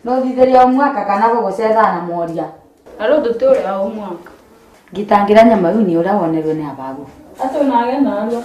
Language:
Meru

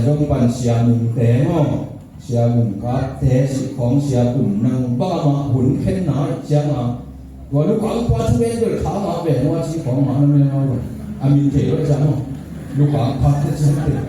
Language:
Tedim Chin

